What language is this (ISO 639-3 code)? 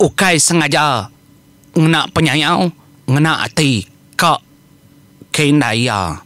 iba